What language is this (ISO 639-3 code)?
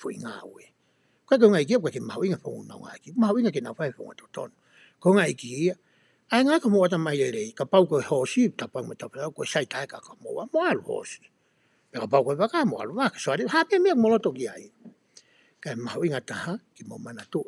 ton